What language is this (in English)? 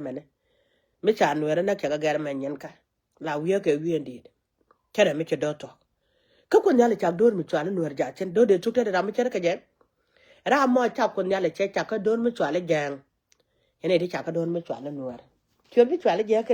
Nuer